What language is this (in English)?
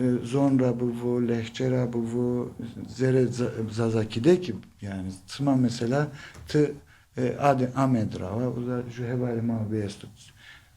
Zaza